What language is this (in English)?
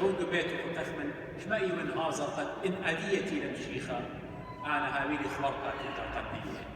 Assyrian Neo-Aramaic